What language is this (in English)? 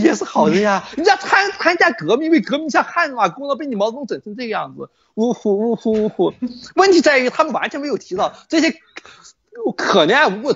Chinese